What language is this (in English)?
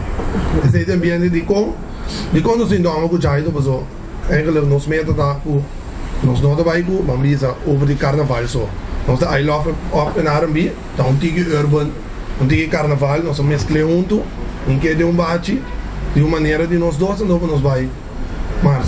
Papiamento